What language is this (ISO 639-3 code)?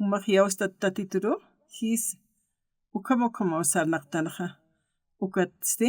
aym